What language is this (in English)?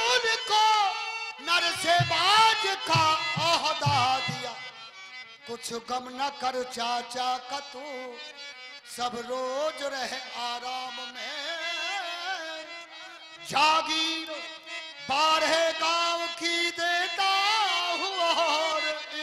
Hindi